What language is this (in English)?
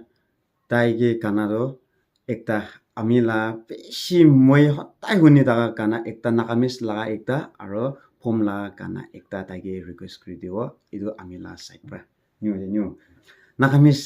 Naga Pidgin